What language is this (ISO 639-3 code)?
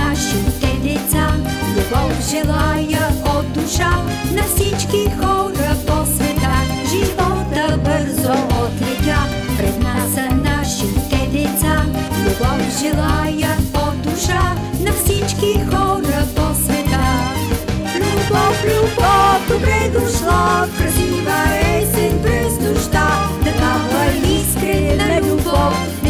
bul